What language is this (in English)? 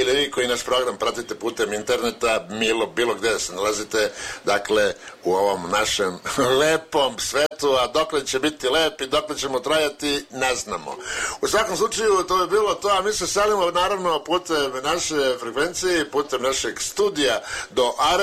Serbian